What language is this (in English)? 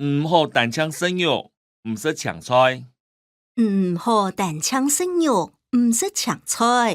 Hakka Chinese